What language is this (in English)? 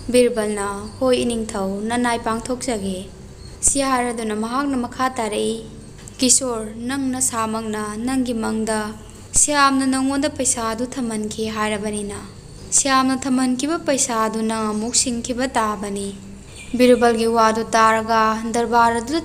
Manipuri